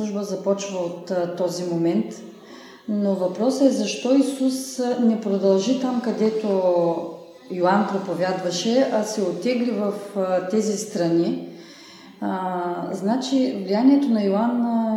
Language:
Bulgarian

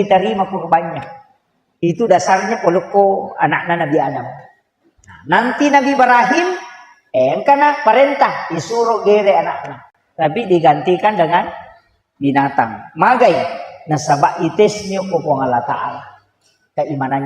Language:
Buginese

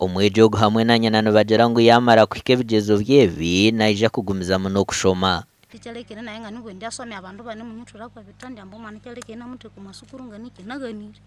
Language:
Nyankole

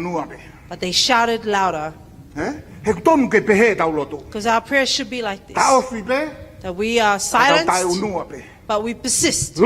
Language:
Tongan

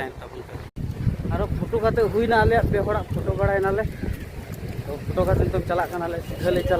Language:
Santali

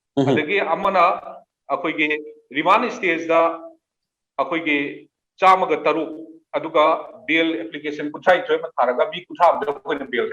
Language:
Manipuri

